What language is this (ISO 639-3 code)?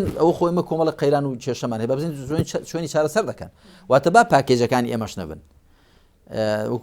ckb